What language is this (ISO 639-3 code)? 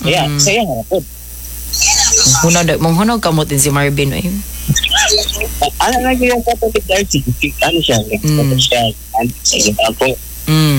fil